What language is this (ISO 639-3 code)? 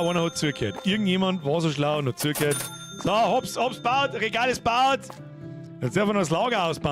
bar